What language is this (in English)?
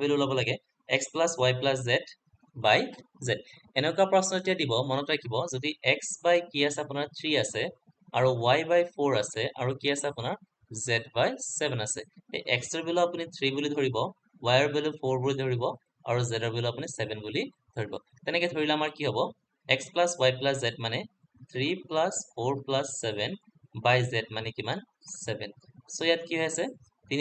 Assamese